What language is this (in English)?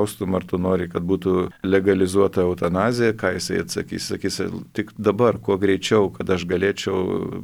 Lithuanian